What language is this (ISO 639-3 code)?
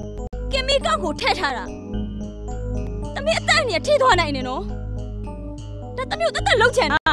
mya